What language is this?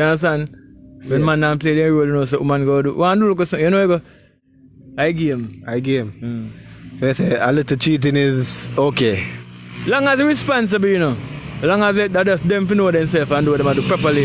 Jamaican Creole English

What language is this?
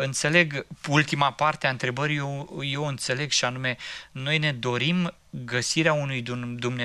Romanian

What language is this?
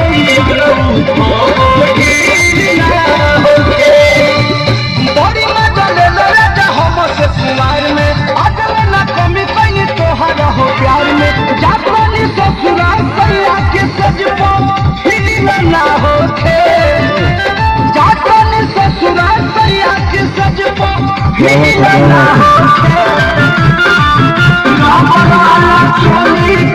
Bhojpuri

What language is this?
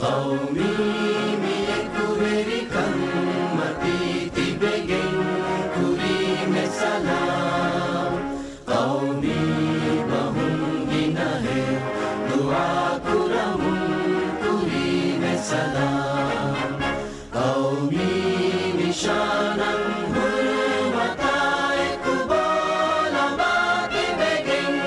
Divehi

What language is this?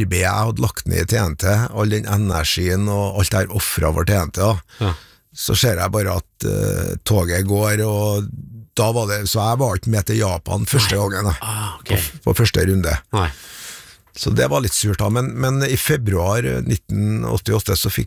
Norwegian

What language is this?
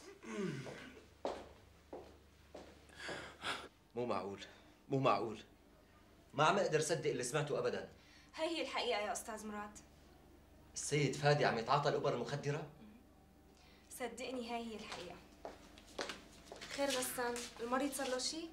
North Levantine Arabic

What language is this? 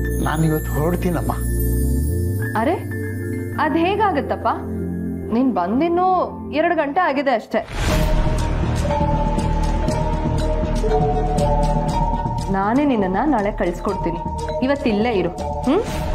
Kannada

